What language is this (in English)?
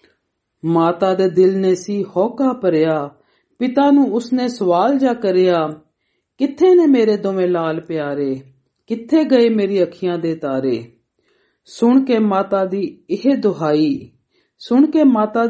Punjabi